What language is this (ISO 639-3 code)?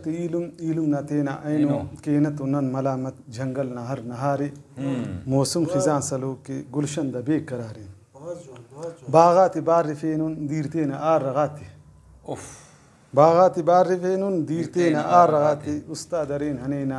brh